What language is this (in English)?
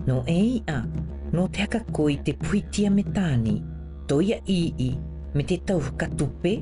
South Marquesan